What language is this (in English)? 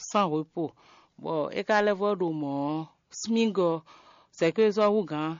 Fon